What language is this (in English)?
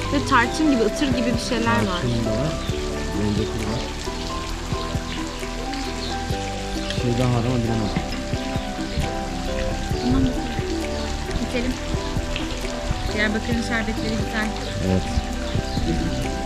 Turkish